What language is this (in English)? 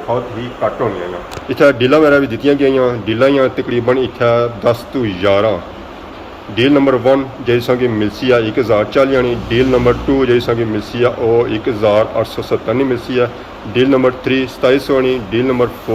Pahari-Potwari